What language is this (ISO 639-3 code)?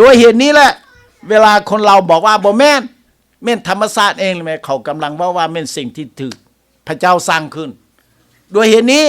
lao